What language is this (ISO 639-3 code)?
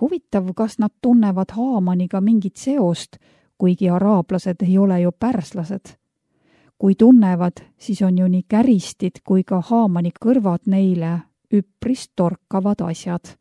est